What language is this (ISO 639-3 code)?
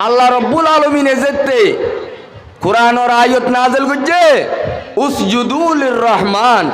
rhg